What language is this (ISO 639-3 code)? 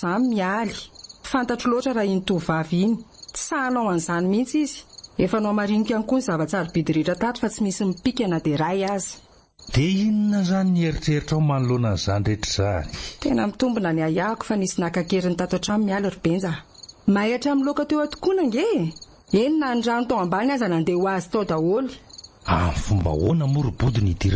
mlg